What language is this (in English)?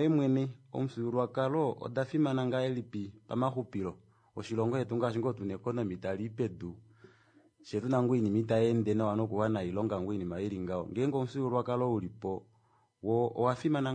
Kuanyama